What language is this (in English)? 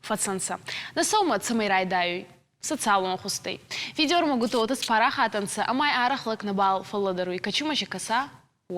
Ossetic